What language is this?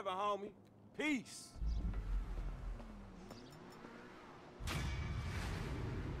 Czech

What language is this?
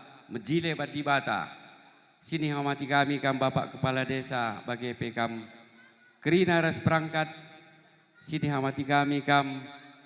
Batak Karo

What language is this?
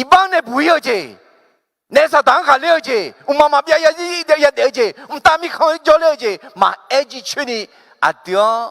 Akha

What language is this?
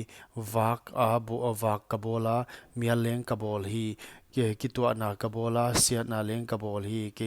Paite Chin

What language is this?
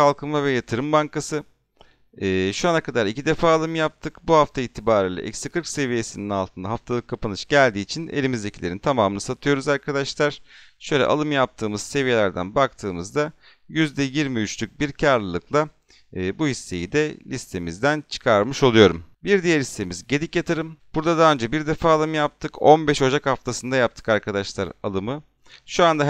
Turkish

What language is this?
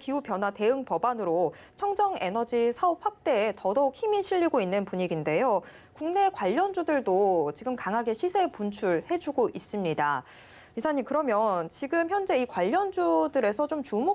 Korean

